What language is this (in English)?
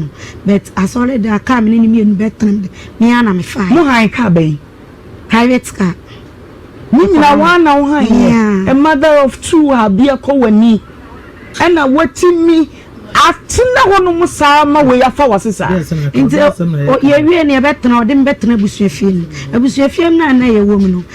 Akan